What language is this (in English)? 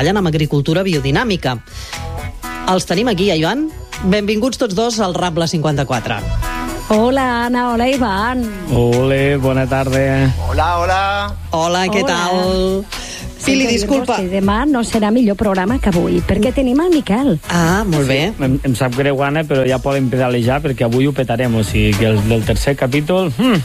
Catalan